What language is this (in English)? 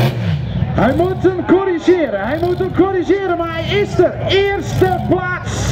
Dutch